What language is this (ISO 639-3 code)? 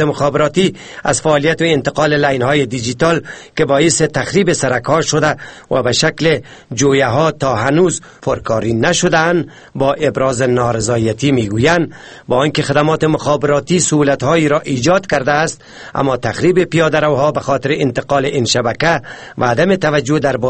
fas